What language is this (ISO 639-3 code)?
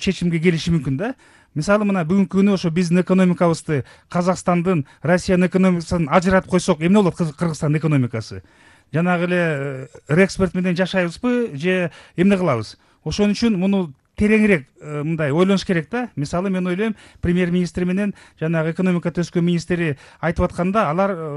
kir